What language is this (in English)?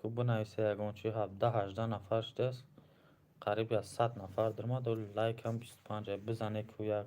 Tajik